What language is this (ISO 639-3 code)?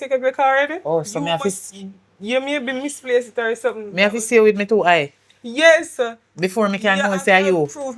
jam